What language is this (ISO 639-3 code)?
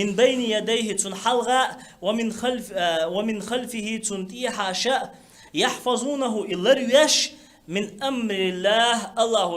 che